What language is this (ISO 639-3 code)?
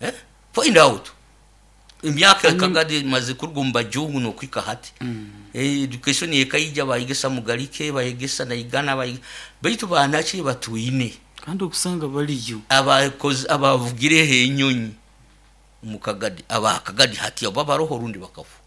nyo